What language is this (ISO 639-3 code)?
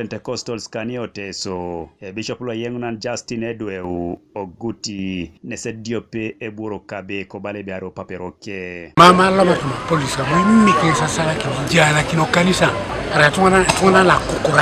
teo